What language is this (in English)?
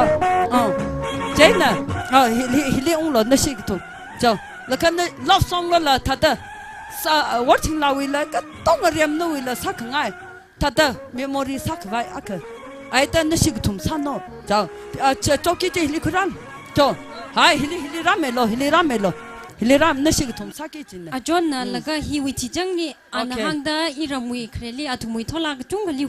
Tangkhul Naga (India)